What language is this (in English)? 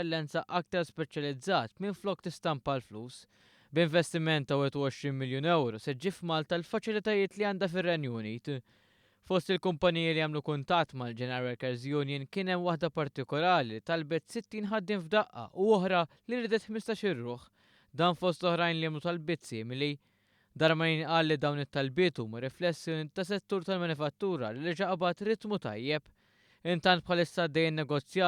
Maltese